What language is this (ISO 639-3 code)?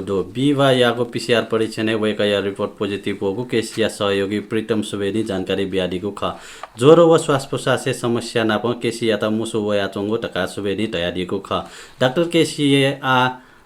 new